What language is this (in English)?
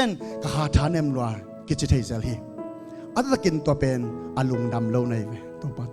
Tedim Chin